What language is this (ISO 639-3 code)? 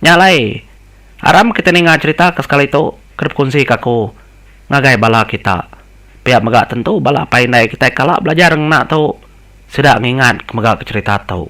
iba